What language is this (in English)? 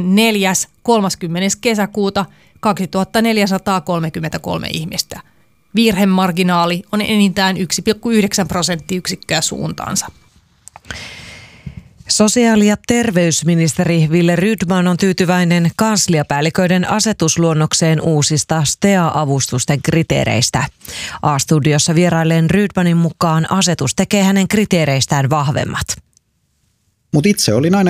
Finnish